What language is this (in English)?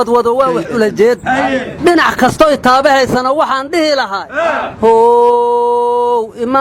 Somali